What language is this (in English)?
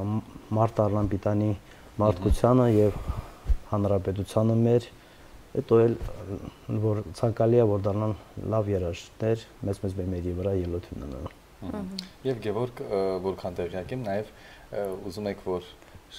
Armenian